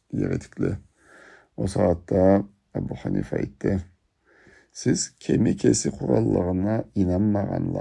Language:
Karachay-Balkar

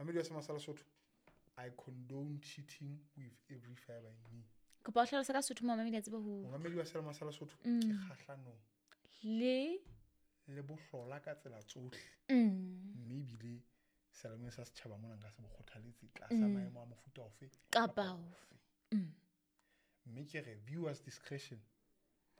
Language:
Southern Sotho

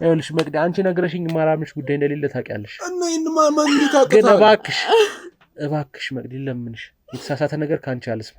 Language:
Amharic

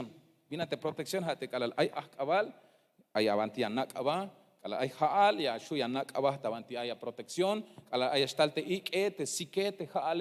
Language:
Tzeltal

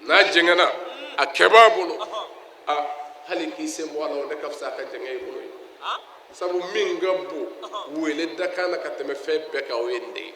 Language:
Bambara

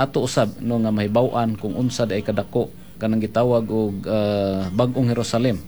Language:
Cebuano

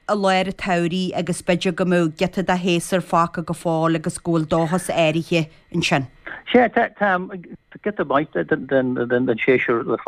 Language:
Irish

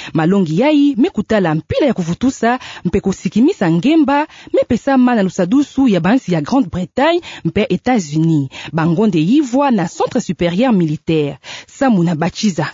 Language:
Kituba (Democratic Republic of Congo)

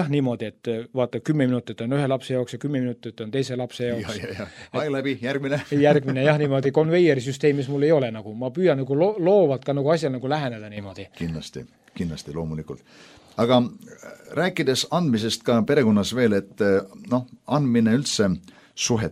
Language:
Estonian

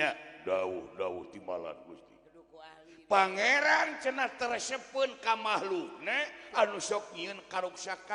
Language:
Sundanese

